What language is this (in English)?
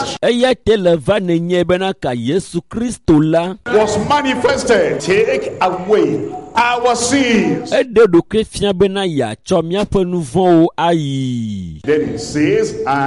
Ewe